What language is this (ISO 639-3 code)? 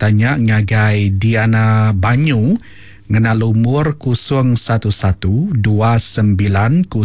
iba